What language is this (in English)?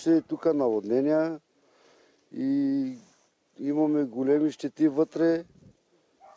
Bulgarian